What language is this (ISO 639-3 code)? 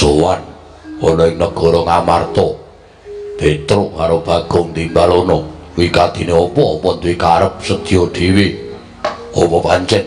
jav